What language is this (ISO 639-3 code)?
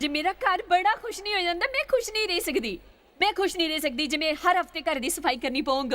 doi